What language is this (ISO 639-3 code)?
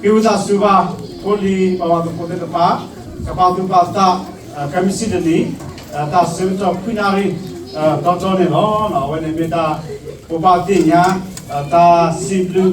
ksw